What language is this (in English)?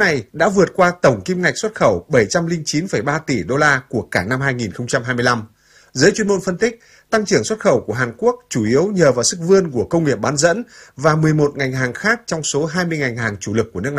Vietnamese